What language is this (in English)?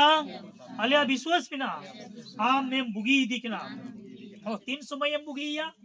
Santali